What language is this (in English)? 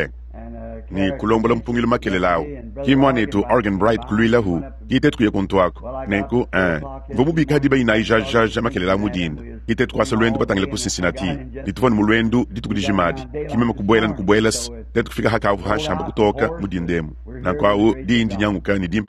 Luba-Lulua